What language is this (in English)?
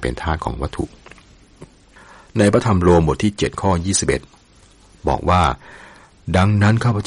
Thai